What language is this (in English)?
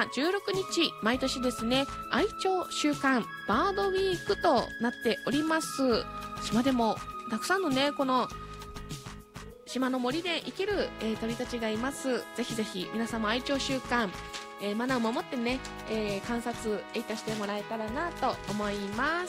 Japanese